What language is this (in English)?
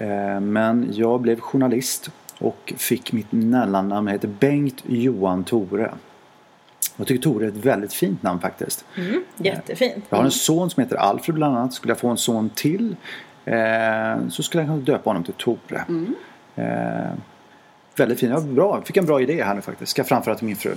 Swedish